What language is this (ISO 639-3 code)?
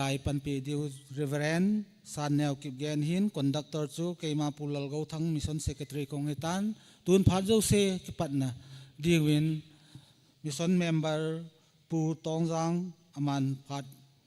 tcz